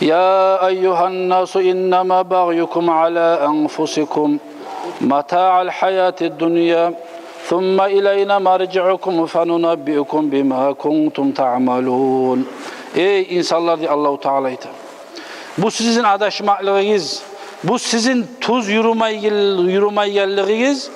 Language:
Kumyk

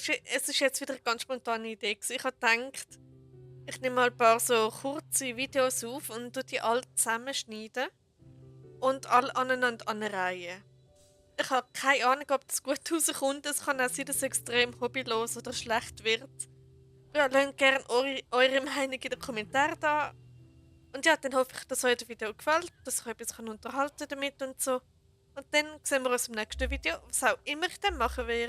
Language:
Swiss German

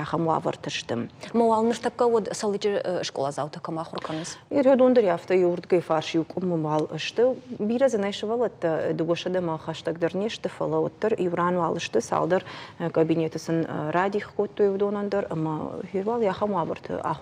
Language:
Ossetic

